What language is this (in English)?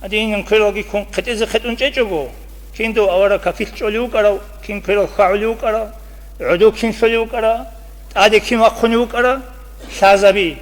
Avaric